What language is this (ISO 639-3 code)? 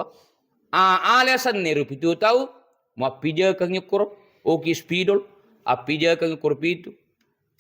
bug